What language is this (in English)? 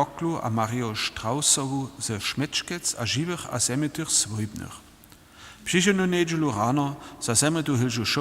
Upper Sorbian